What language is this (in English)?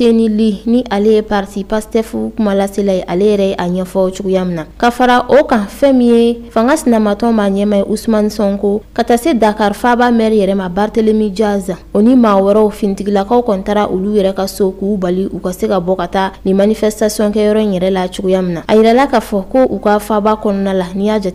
Bambara